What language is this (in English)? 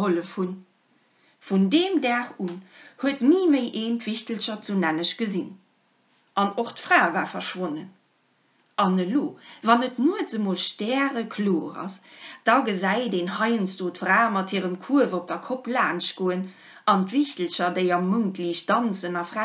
Luxembourgish